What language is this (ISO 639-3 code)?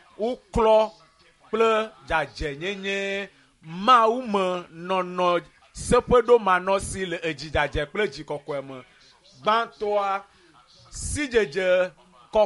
ewe